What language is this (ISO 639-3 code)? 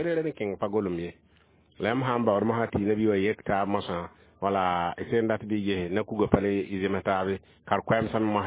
mos